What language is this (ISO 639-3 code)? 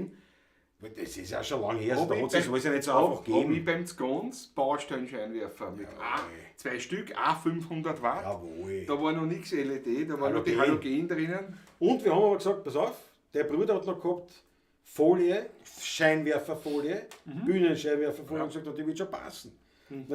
bar